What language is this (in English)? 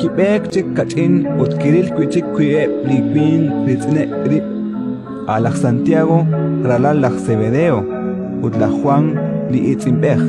Kekchí